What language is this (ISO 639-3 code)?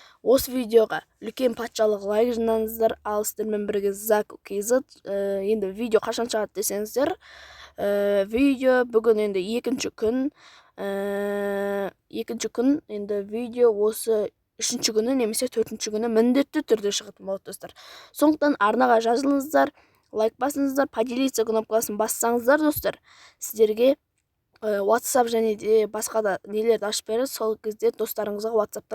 kaz